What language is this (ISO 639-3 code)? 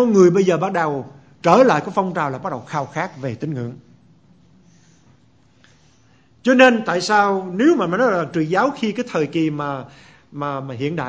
vie